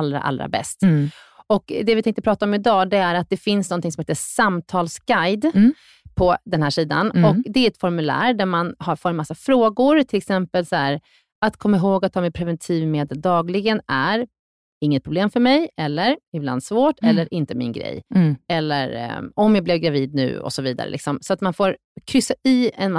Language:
Swedish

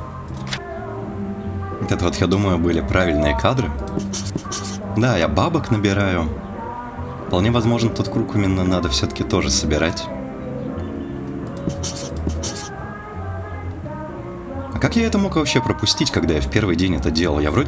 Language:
Russian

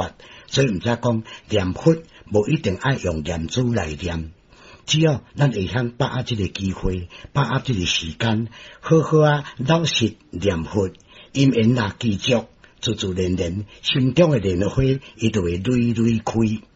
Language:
Min Nan Chinese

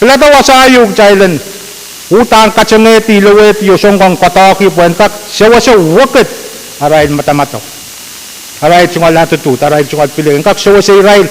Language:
Pohnpeian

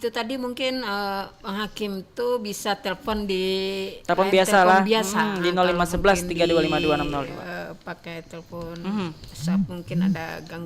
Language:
Banjar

